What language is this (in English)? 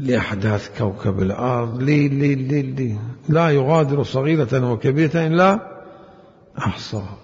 Mesopotamian Arabic